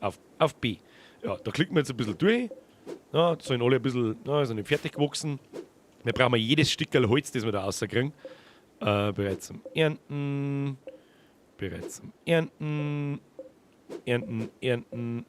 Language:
Bavarian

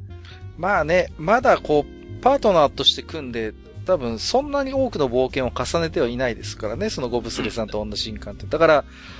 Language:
Japanese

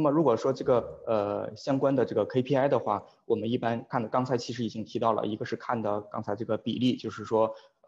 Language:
Chinese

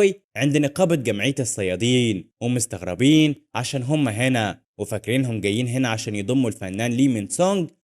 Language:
Egyptian Arabic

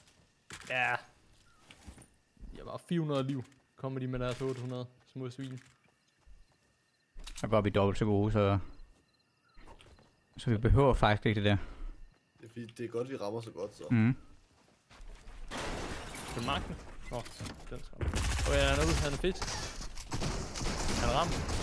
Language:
Danish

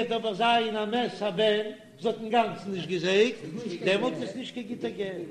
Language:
Yiddish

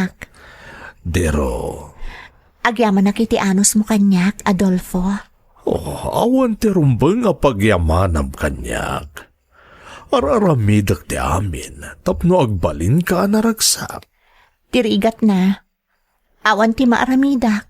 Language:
Iloko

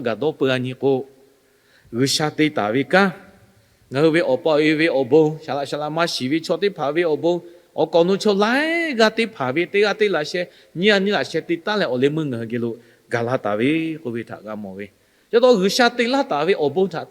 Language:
Lahu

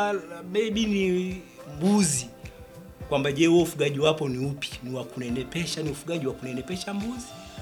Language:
Swahili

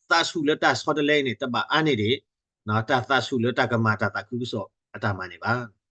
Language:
S'gaw Karen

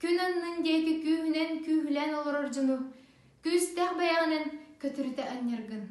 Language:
Yakut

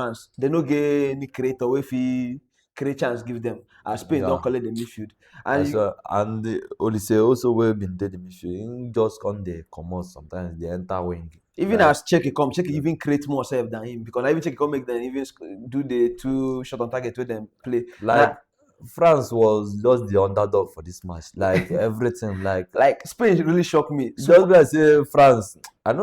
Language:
Nigerian Pidgin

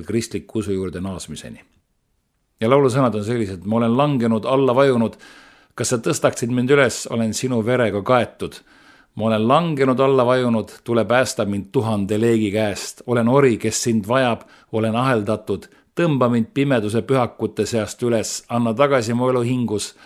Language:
Estonian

